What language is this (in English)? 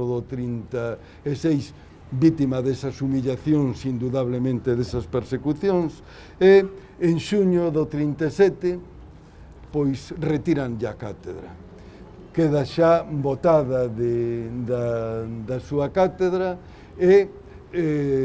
Galician